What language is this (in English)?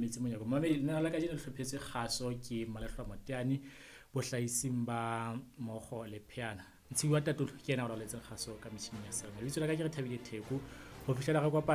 Southern Sotho